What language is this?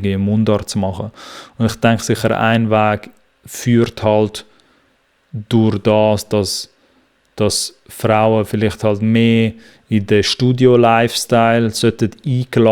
Swiss German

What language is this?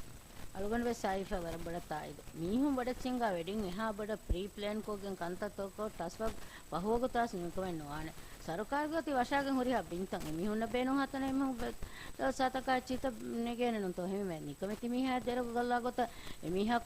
Divehi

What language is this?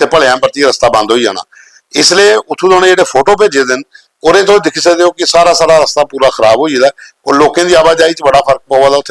Dogri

